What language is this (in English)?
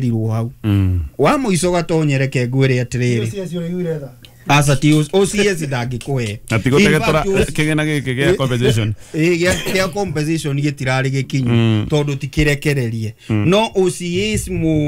Kikuyu